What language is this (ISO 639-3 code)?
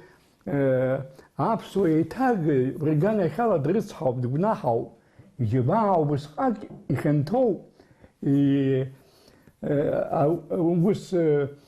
abk